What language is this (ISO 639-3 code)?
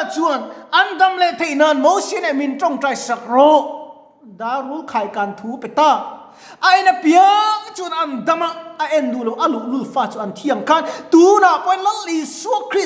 lus